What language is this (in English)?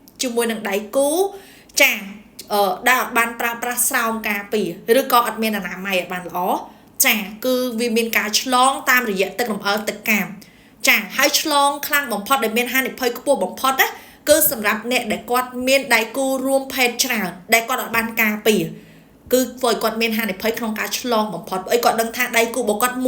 Khmer